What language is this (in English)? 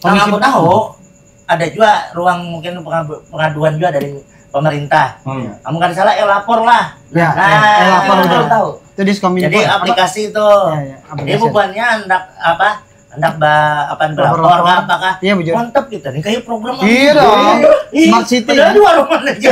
Banjar